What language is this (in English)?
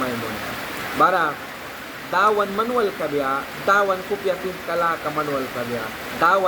Mískito